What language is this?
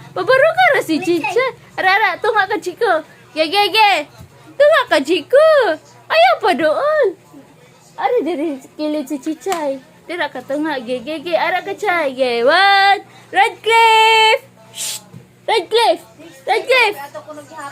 Cebuano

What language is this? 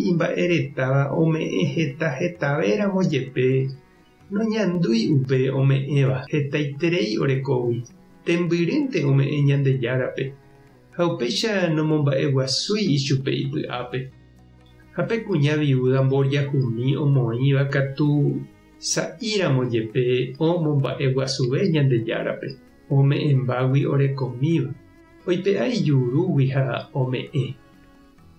Guarani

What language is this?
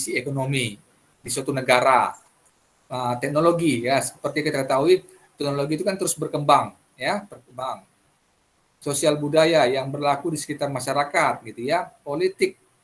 Indonesian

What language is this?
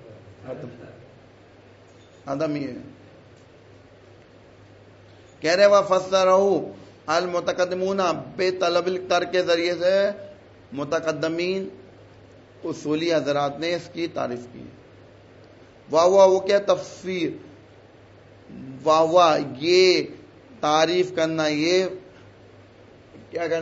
Urdu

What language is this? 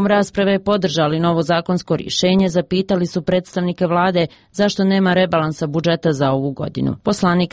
Bosnian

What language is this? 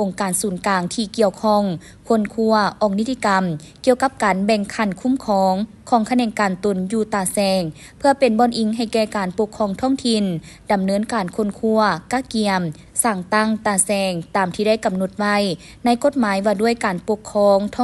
Lao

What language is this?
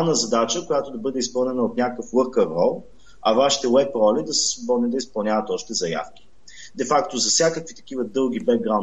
Bulgarian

